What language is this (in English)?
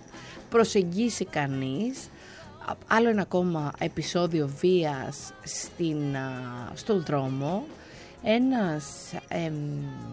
Greek